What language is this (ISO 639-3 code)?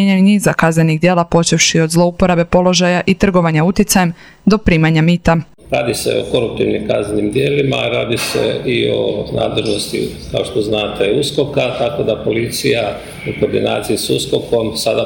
hrv